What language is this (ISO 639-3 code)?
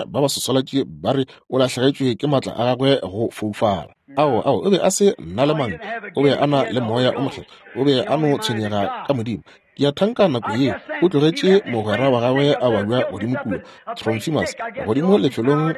nso